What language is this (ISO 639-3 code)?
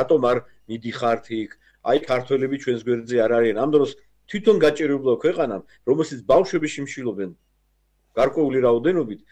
kat